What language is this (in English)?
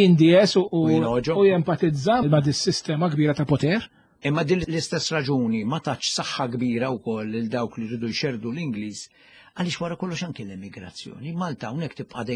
Maltese